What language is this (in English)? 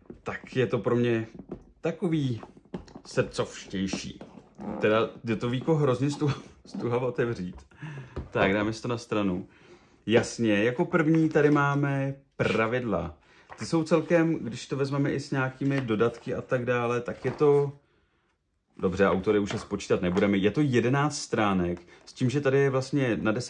Czech